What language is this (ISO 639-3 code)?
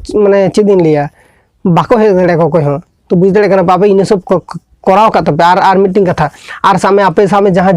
sat